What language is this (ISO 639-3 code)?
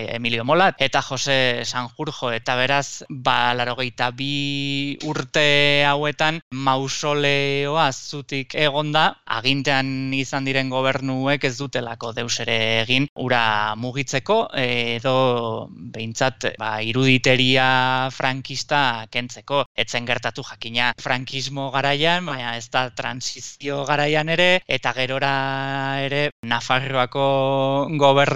eus